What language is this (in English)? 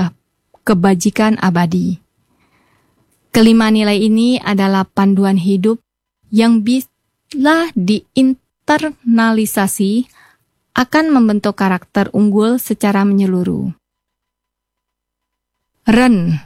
Indonesian